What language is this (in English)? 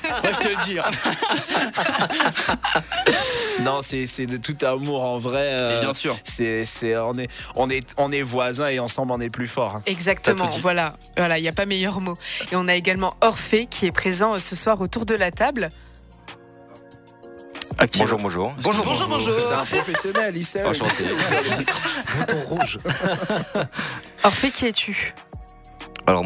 French